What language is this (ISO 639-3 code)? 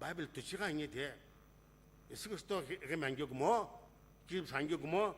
nsm